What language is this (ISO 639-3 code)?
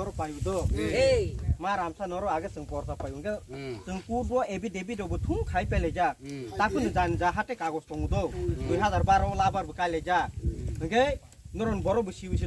ria